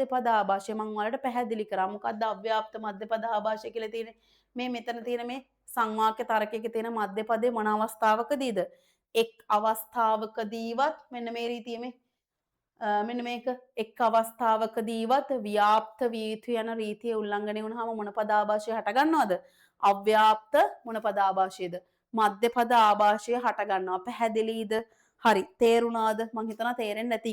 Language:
Sinhala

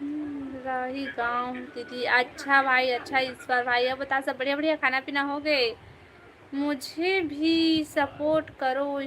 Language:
Chhattisgarhi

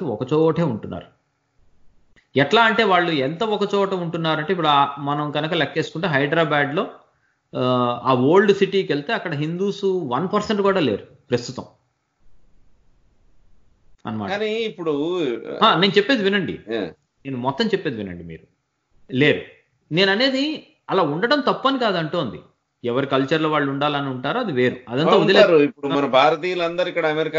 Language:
Telugu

